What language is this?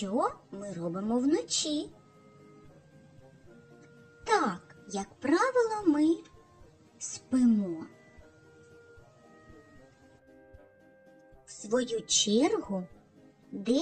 Ukrainian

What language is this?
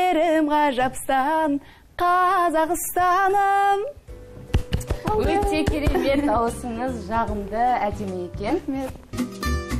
Kazakh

